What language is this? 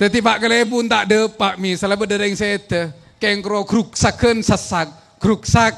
Madurese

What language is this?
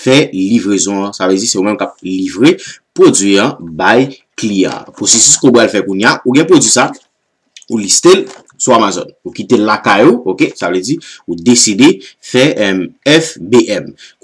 Haitian Creole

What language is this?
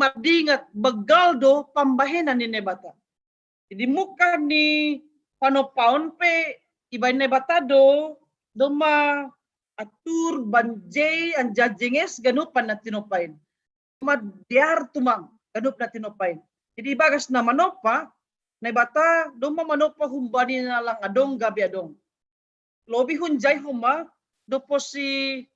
Batak Simalungun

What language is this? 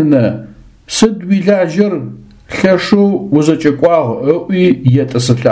Adyghe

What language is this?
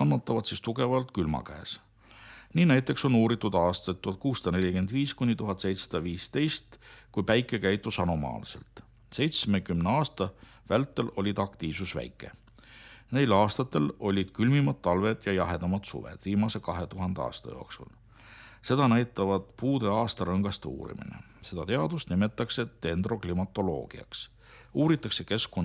Estonian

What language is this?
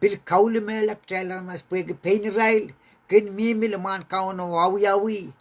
Pohnpeian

